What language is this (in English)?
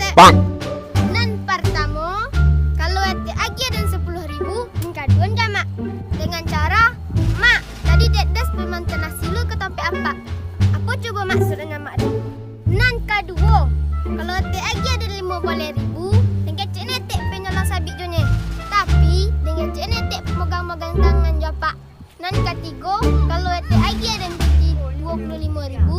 Minangkabau